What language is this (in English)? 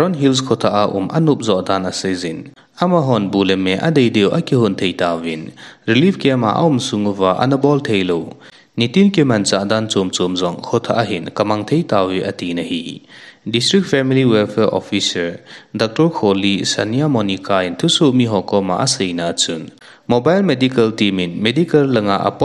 Thado Chin